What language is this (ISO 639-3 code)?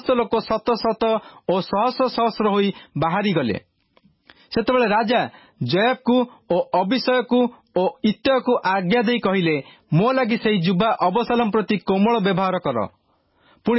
ori